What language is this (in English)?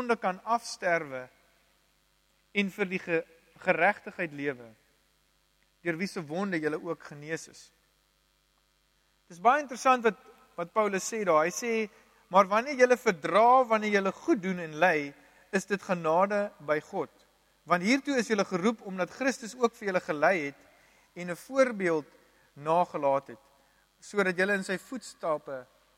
Afrikaans